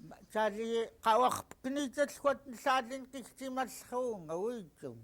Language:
Central Yupik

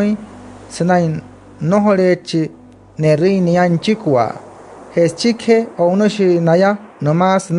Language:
Wayuu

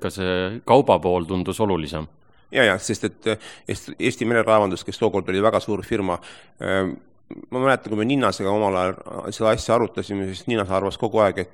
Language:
Estonian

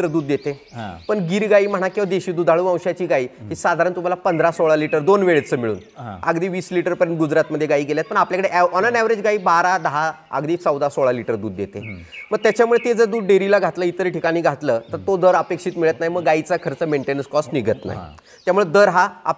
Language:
Marathi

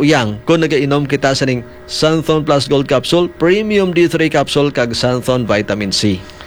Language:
Hiligaynon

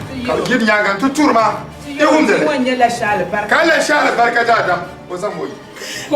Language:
Dagbani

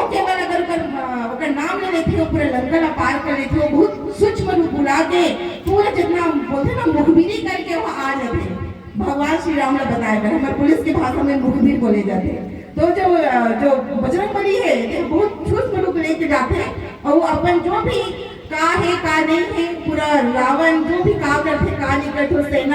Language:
Chhattisgarhi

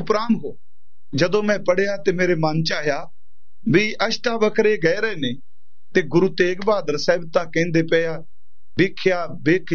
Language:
Punjabi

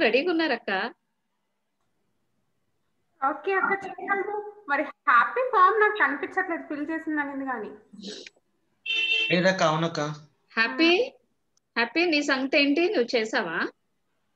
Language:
Telugu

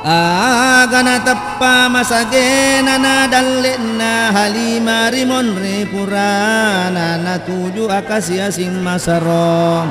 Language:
Buginese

